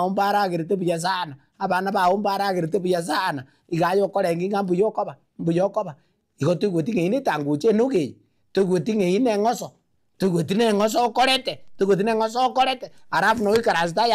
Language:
Gusii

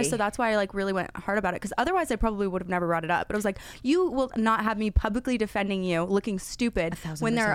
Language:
English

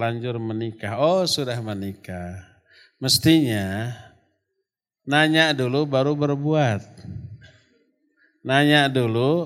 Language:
Indonesian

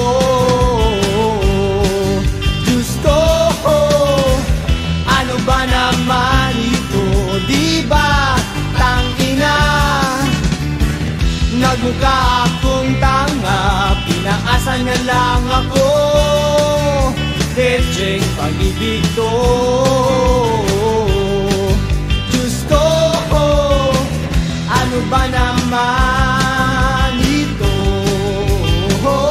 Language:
Filipino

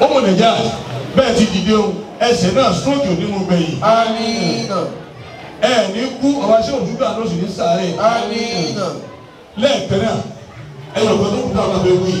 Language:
Yoruba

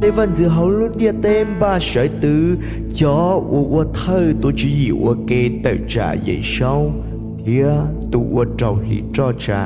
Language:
Hmong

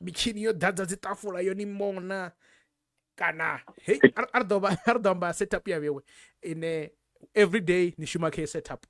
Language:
Venda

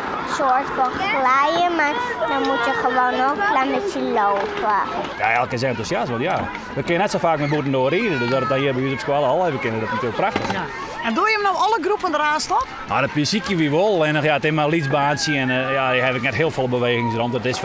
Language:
Western Frisian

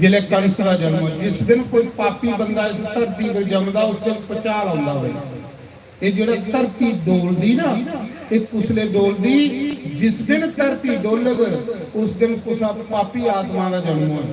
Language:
Dogri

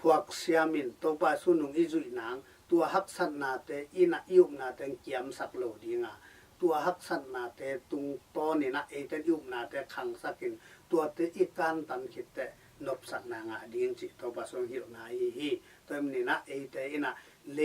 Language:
Tedim Chin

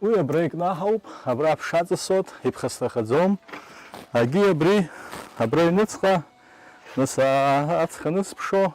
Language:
Abkhazian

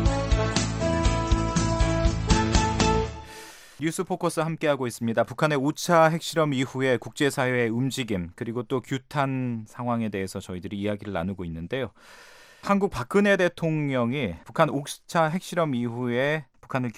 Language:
Korean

